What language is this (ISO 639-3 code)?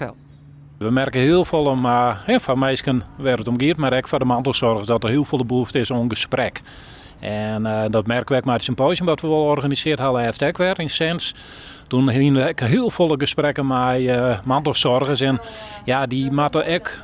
fry